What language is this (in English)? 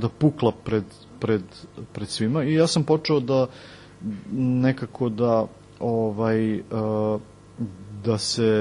Serbian